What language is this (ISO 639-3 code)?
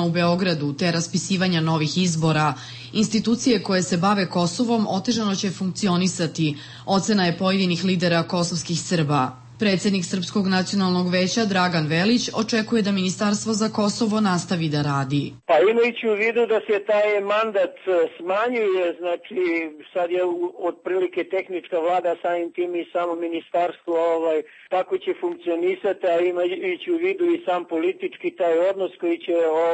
srp